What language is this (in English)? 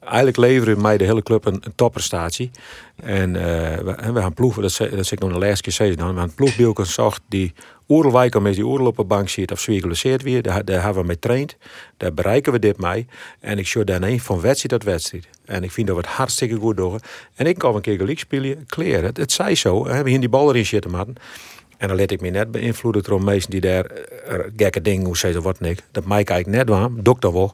Western Frisian